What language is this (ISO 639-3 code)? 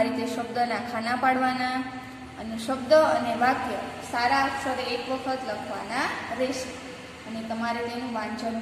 guj